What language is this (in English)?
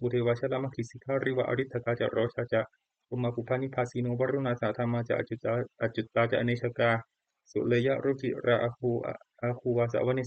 Pali